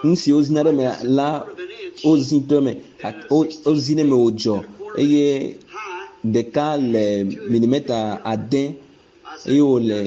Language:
Ewe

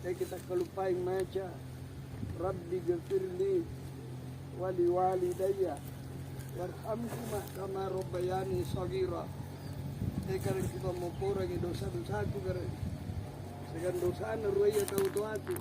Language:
Makasar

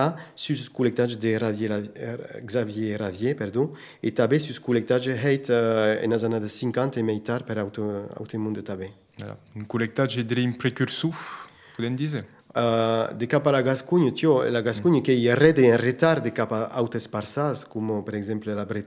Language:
Occitan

